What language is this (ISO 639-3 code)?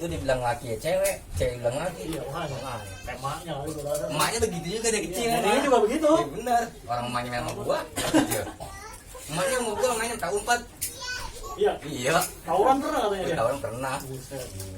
bew